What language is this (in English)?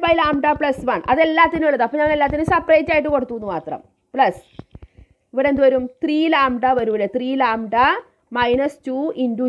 Malayalam